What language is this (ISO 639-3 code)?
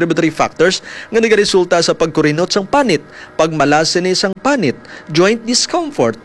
hil